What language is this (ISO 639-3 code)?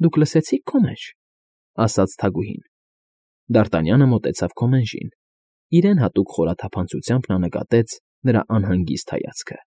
hye